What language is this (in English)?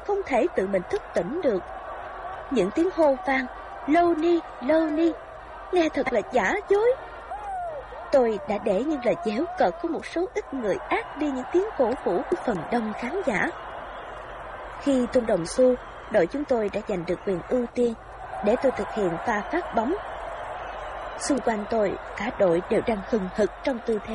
Vietnamese